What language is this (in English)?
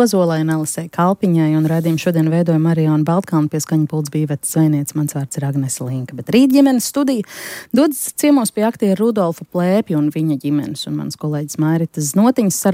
Latvian